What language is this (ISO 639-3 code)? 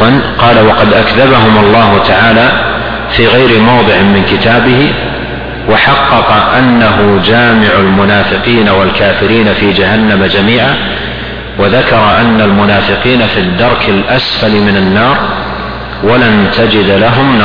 ara